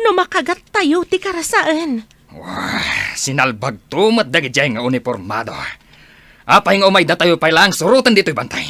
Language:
Iloko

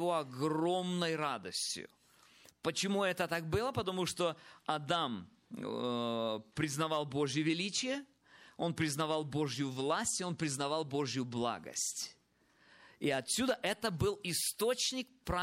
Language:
Russian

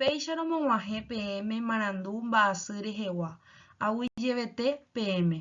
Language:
Guarani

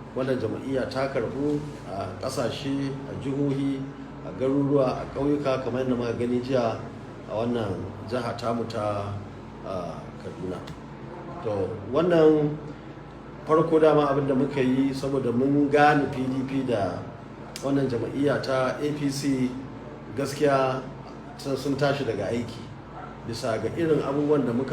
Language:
Hausa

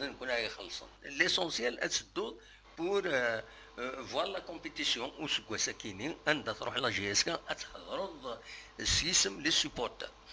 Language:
Kabyle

